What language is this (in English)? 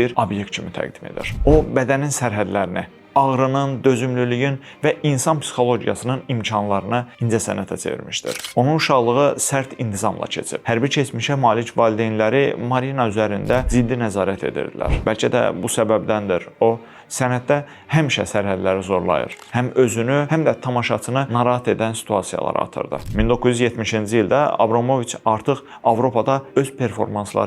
Azerbaijani